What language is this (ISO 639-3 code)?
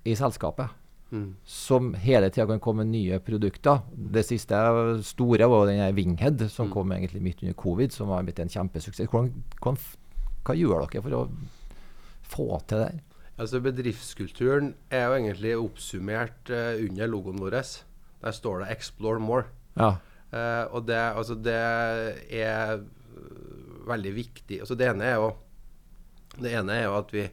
nor